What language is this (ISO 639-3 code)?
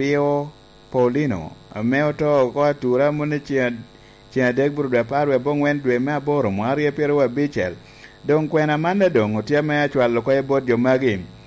laj